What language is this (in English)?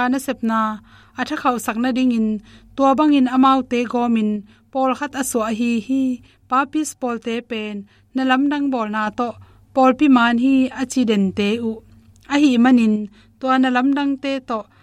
Tedim Chin